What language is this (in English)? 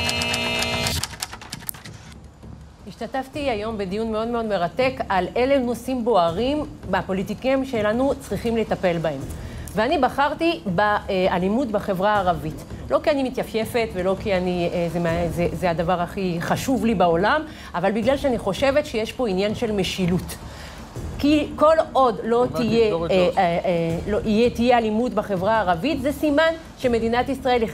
Hebrew